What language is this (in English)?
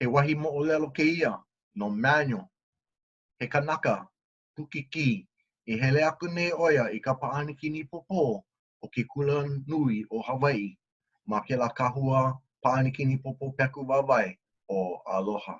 Hawaiian